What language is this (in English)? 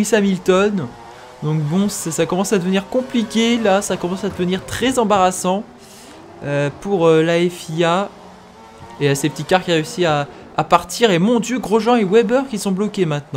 French